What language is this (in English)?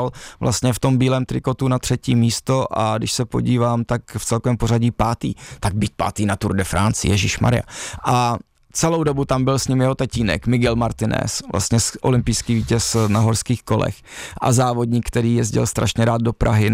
Czech